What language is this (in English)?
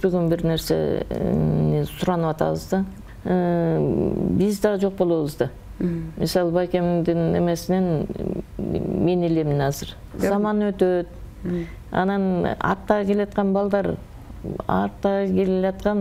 Kyrgyz